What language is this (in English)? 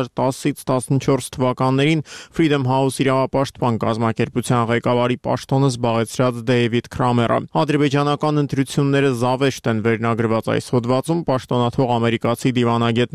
Armenian